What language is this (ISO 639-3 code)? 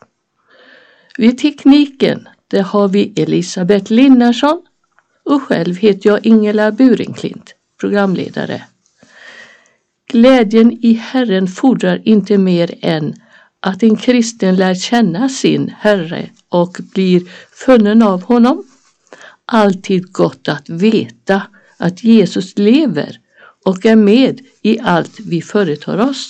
swe